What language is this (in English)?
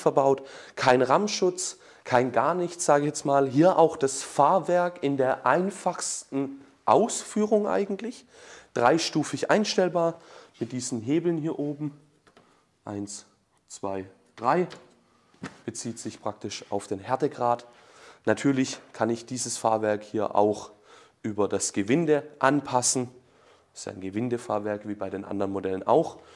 German